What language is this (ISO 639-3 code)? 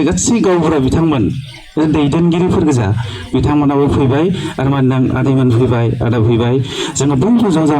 brx